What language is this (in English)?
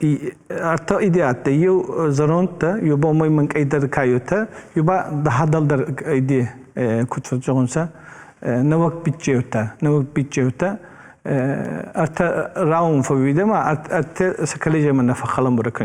Ossetic